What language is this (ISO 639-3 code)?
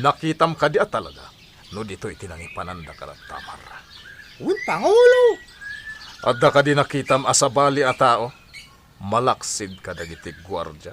ilo